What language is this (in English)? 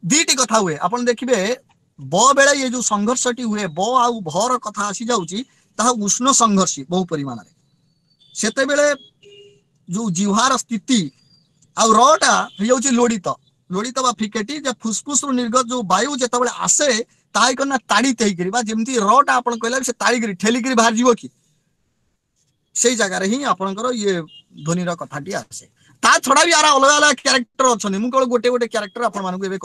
Odia